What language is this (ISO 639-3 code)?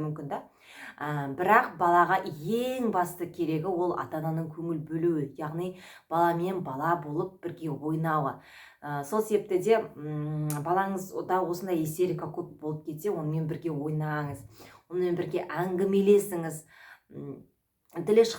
kaz